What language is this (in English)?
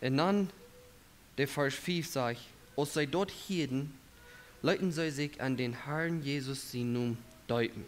Plautdietsch